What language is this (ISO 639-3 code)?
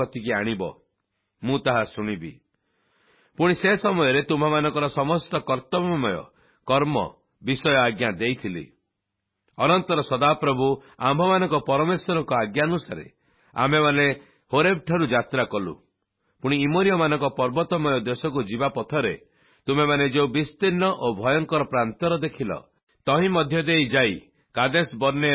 ori